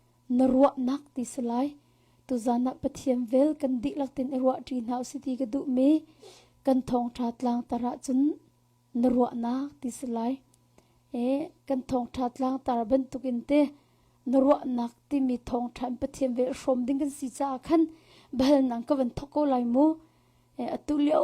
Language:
Hakha Chin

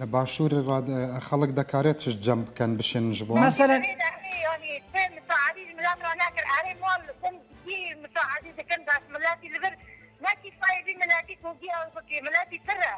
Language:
Kurdish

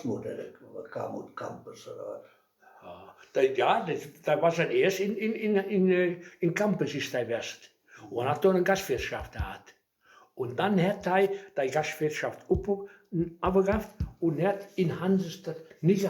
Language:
Westphalien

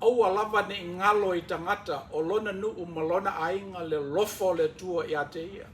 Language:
Samoan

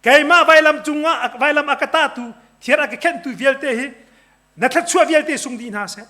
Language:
Hakha Chin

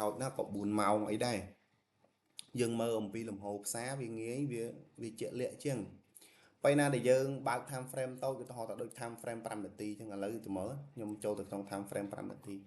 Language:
Khmer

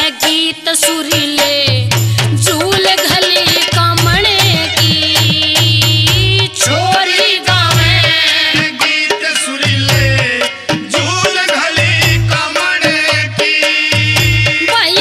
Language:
Haryanvi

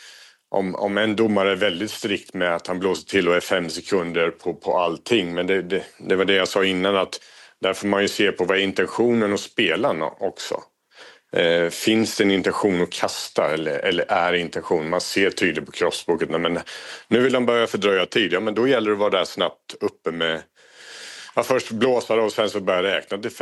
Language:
Swedish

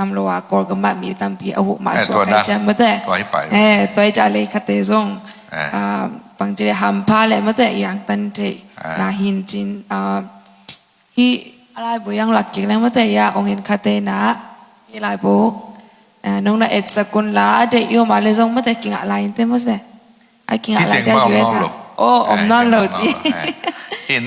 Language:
Tedim Chin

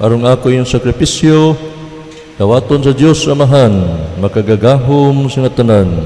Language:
Cebuano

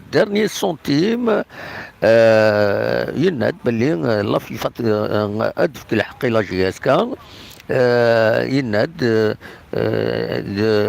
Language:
Kabyle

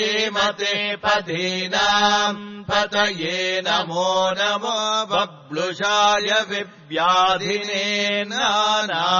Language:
Sanskrit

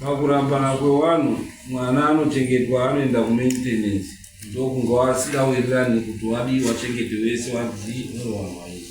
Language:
Shona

